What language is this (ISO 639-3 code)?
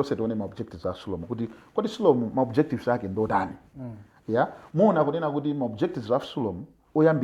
nya